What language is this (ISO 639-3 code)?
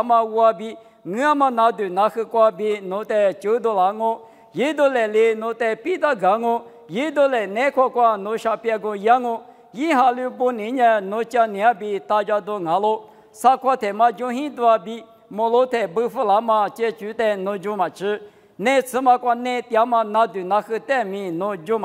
lis